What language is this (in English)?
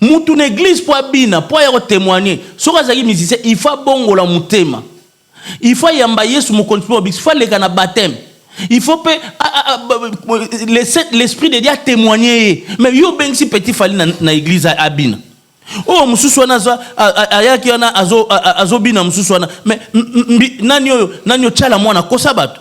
Lingala